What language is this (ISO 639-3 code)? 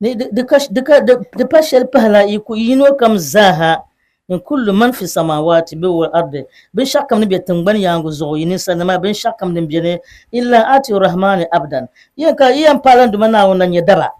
dag